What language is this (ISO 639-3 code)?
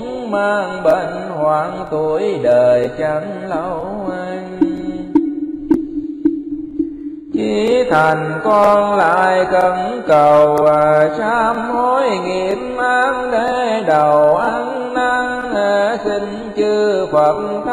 vie